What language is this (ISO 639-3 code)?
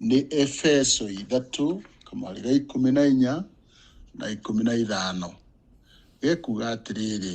kik